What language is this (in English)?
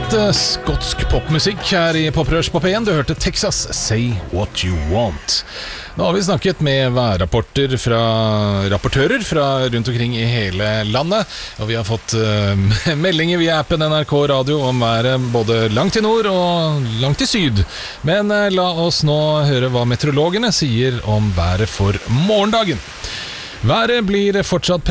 Norwegian